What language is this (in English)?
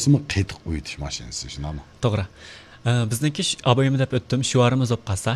Uyghur